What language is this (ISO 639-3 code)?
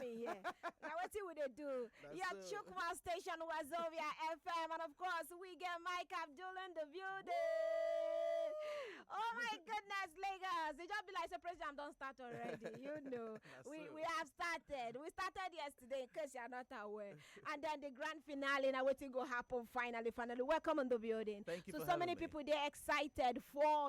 pcm